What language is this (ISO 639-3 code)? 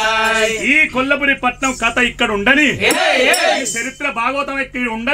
tel